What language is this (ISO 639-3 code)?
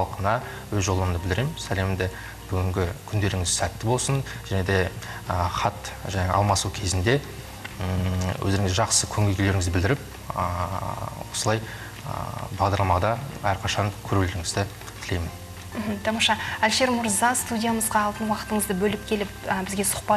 kaz